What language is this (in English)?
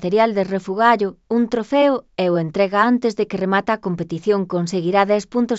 Galician